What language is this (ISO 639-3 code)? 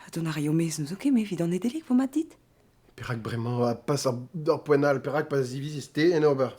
bre